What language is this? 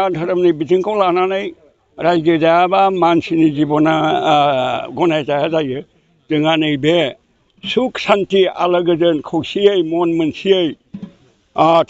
Bodo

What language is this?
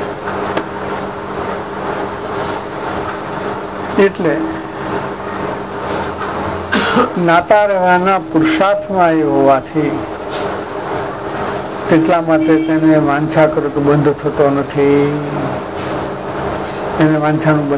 Gujarati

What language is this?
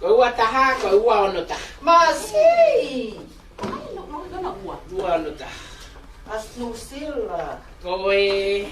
Tongan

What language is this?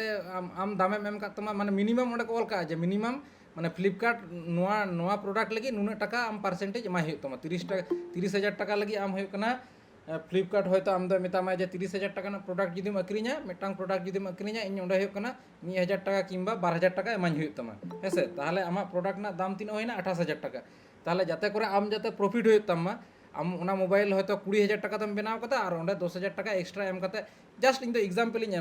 Santali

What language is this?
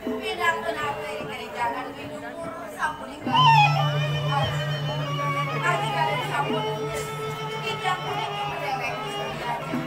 Balinese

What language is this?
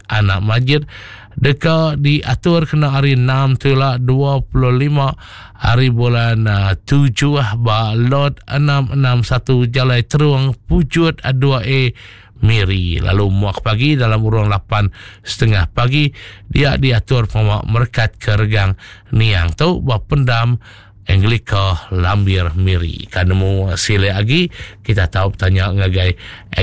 Iban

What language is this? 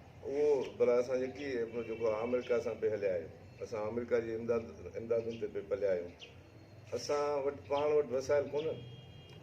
Sindhi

